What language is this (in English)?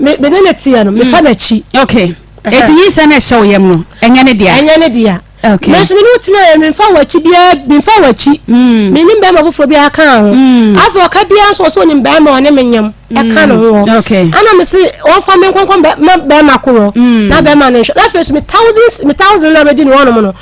Akan